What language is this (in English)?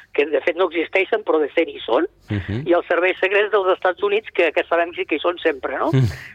Catalan